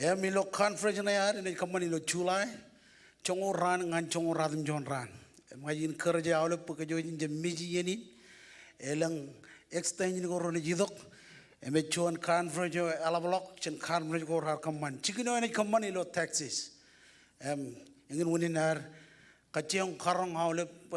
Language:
Marshallese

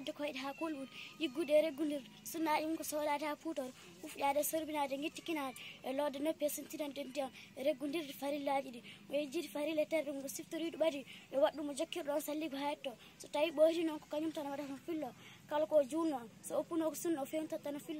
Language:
Fula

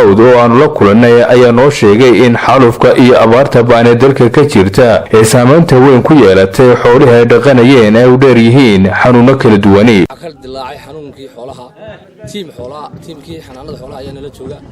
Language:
Somali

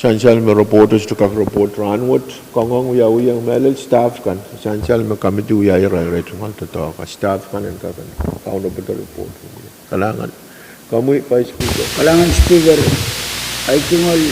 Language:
Pohnpeian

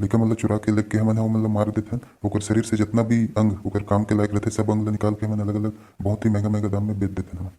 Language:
Chhattisgarhi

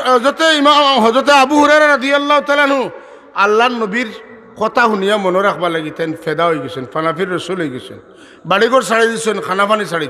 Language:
Sylheti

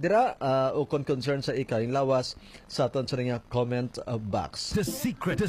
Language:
Hiligaynon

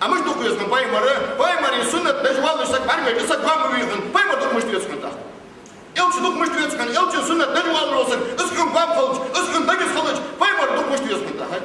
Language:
Ingush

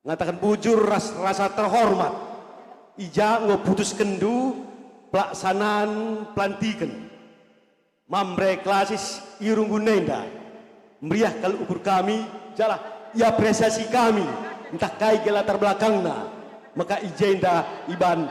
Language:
Batak Karo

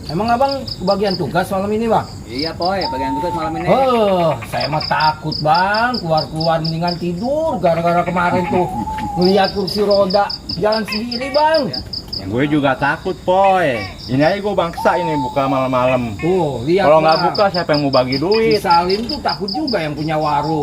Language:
Betawi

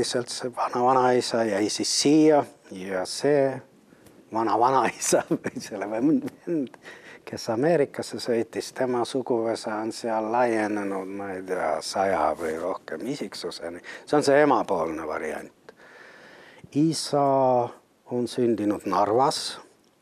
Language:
Estonian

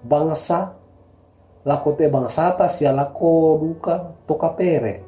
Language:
Toraja-Sa'dan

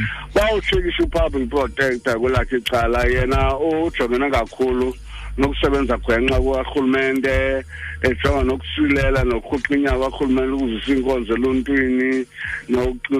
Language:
Xhosa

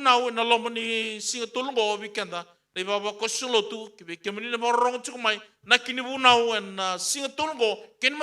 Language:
Fijian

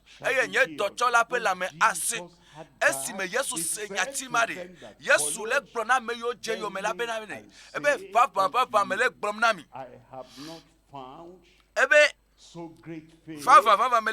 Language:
Ewe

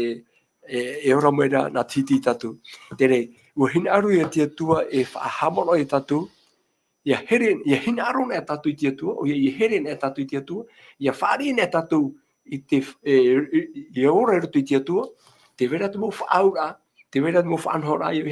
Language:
Tahitian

